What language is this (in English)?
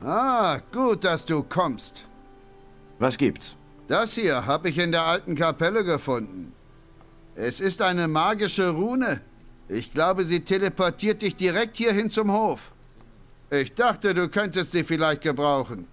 Bavarian